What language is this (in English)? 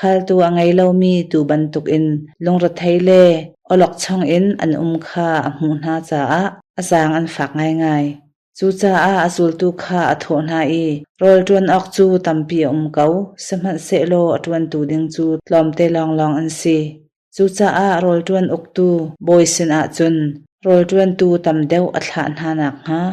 Hakha Chin